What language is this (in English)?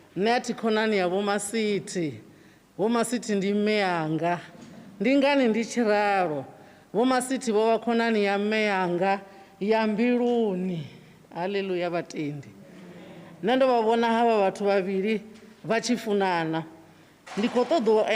Venda